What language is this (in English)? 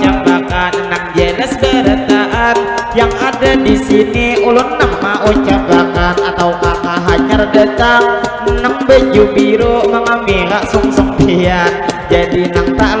Banjar